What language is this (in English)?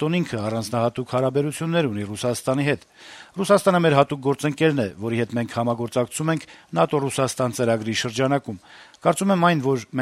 Armenian